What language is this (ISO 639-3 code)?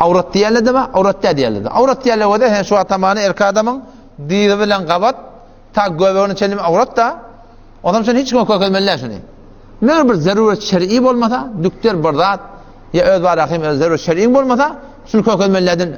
tuk